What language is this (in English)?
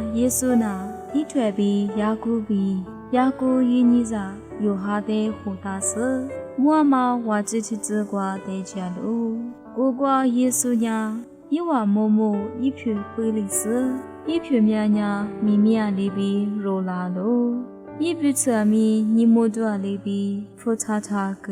Lisu